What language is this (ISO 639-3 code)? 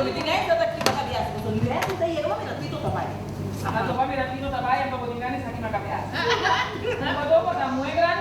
pap